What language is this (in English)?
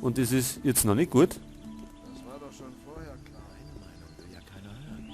Bavarian